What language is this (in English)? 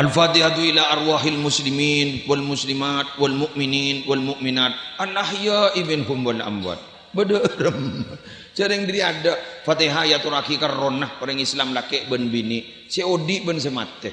Madurese